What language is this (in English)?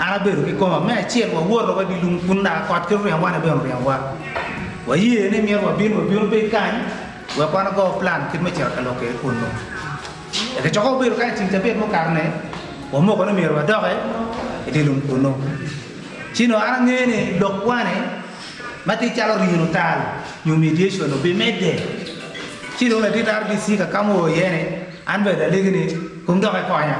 Acoli